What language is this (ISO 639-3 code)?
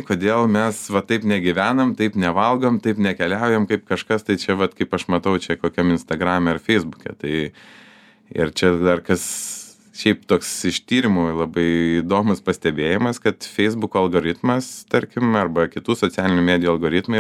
lit